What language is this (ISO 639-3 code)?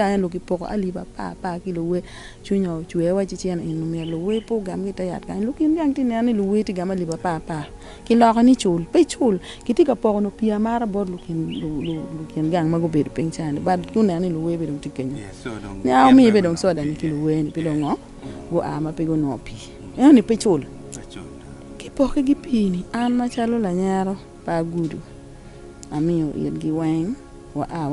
ach